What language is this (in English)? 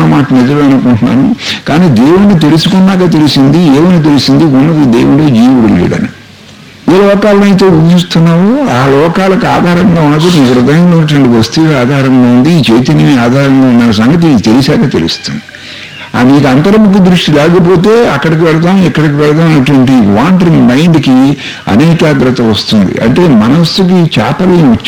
Telugu